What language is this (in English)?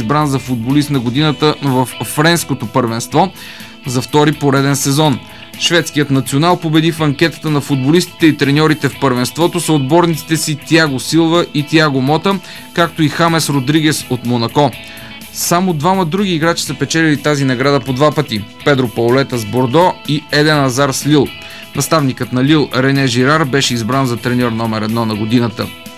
Bulgarian